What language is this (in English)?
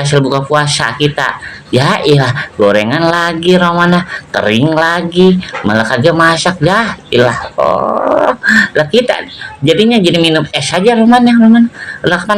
Betawi